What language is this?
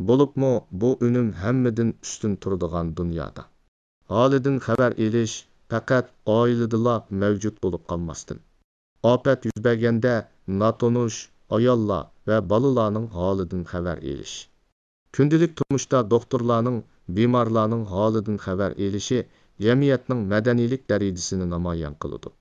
Uyghur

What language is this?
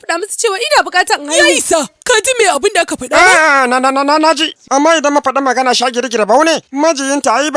Hausa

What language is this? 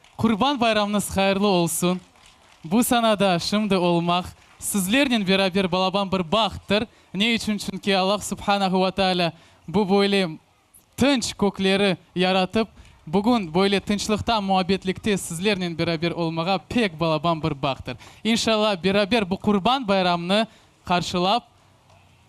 Crimean Tatar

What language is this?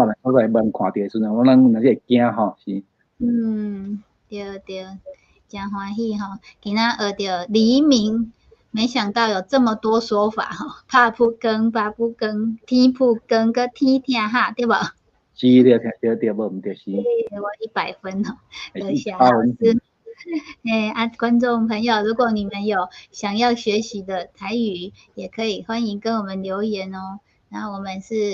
Min Nan Chinese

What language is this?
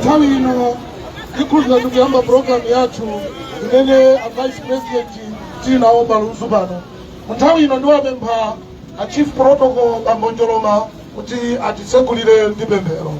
Nyanja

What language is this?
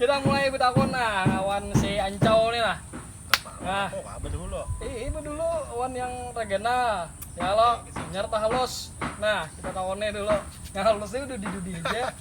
Banjar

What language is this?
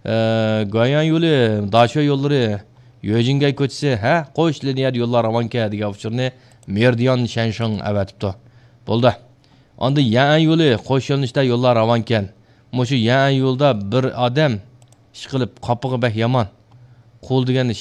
Uyghur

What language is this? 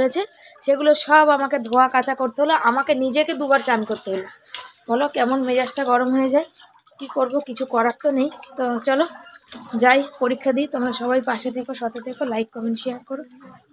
Bangla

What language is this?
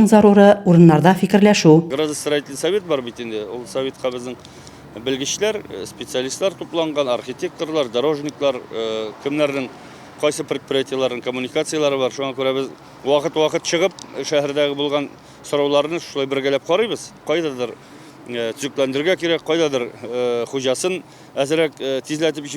Tatar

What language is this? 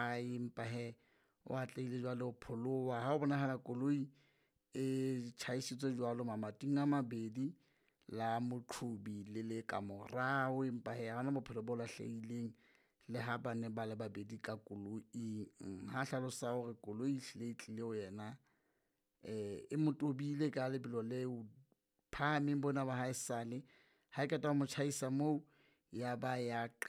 Southern Sotho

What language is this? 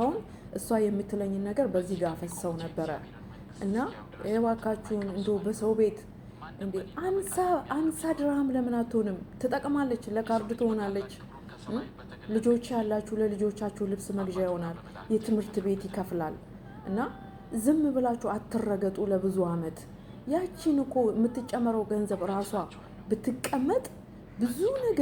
Amharic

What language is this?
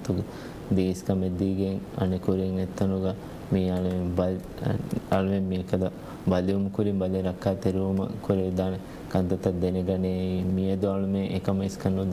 Divehi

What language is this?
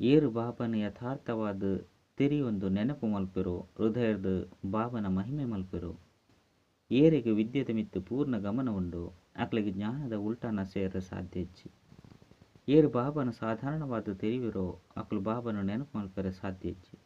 Tulu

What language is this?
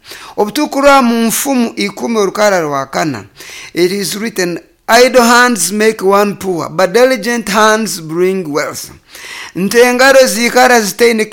Nyoro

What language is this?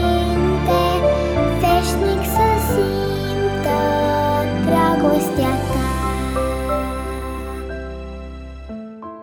Romanian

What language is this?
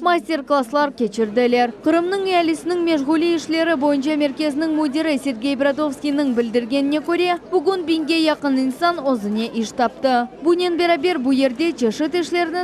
Crimean Tatar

